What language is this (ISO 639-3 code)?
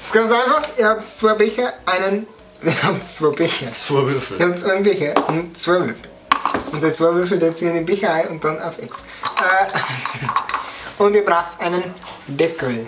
bar